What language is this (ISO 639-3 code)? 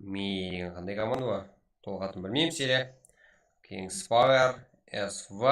kaa